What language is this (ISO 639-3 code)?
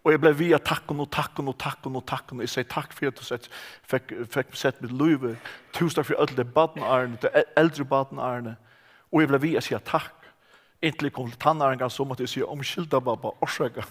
fao